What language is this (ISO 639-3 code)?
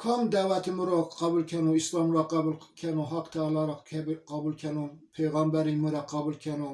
zza